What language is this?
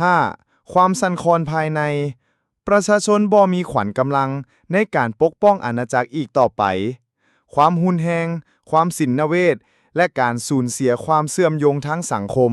Lao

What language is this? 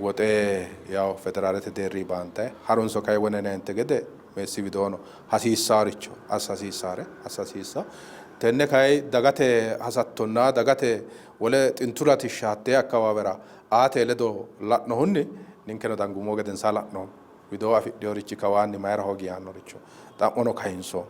Sidamo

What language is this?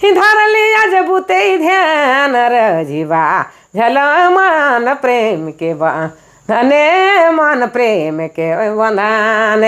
Sadri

